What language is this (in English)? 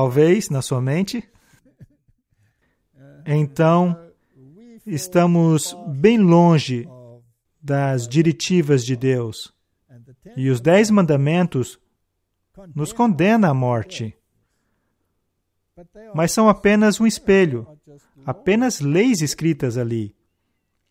Portuguese